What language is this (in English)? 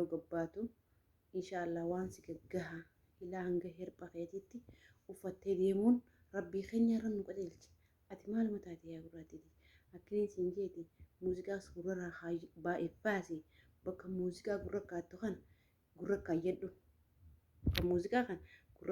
Oromo